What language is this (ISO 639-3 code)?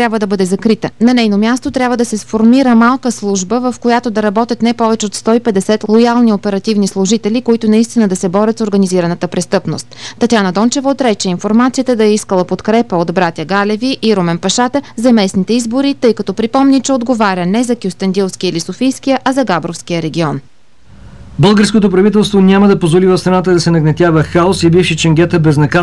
bul